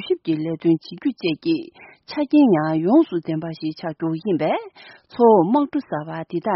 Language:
Tibetan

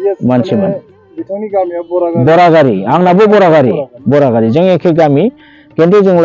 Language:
Bodo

